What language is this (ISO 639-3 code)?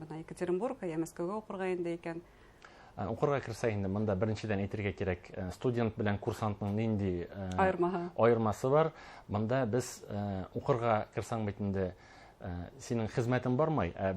bak